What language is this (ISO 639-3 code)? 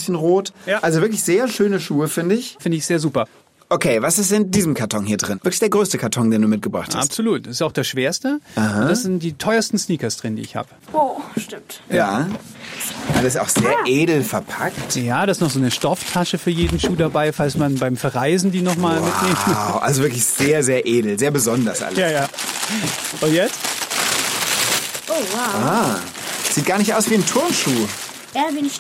deu